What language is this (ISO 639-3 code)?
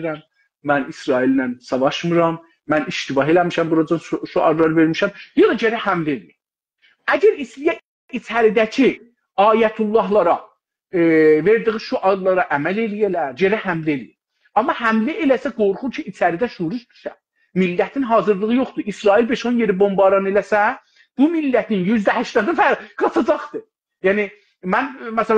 azb